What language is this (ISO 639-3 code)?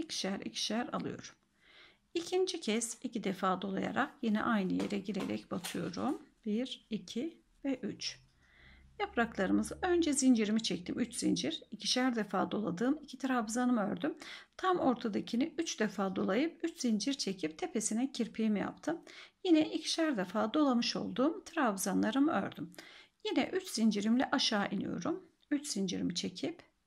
tur